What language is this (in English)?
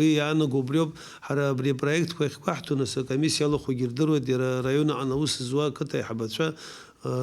Abkhazian